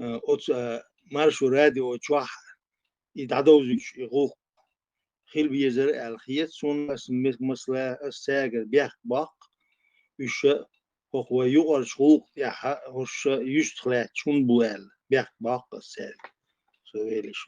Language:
Chechen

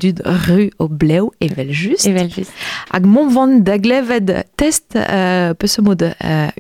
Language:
Breton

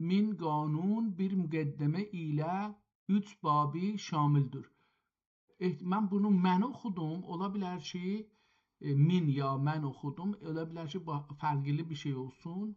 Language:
South Azerbaijani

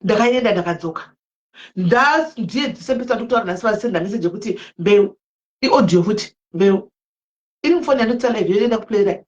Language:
Shona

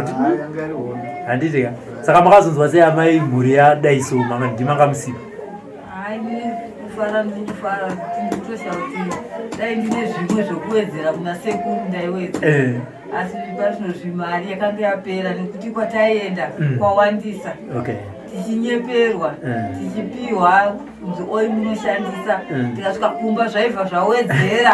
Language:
Shona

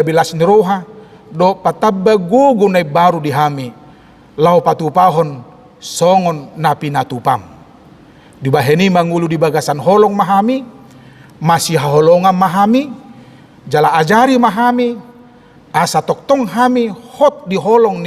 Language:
Batak Toba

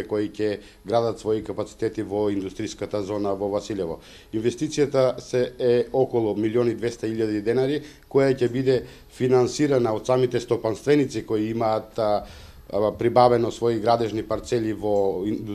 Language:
Macedonian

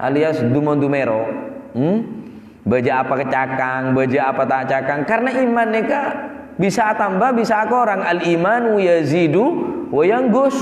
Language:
Madurese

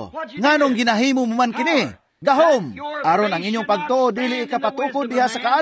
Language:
Cebuano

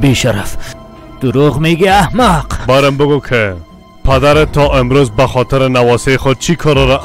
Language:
Persian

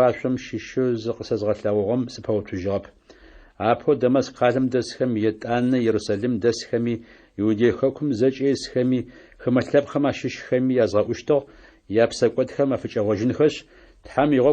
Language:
Adyghe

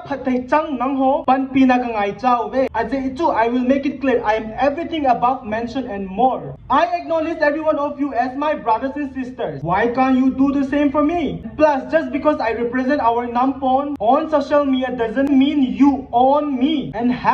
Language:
Thado Chin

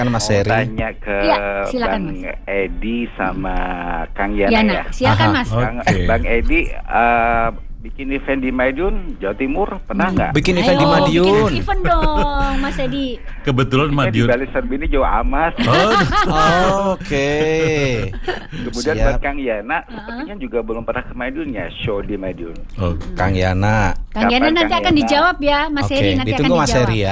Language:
Indonesian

